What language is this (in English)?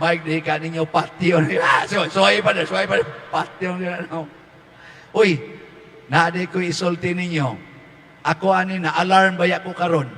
Cebuano